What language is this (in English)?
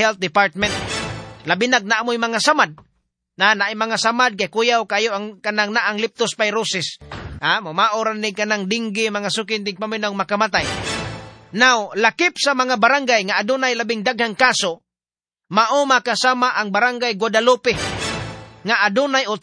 Cebuano